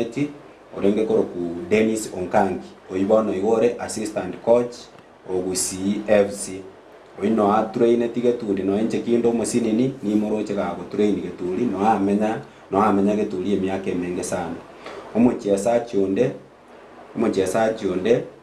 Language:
Gusii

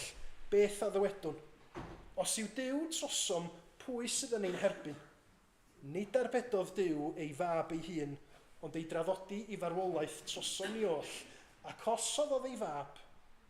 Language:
Welsh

